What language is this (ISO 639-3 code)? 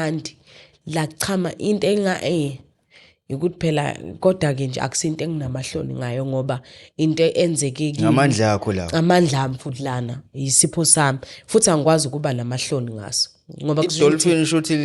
zul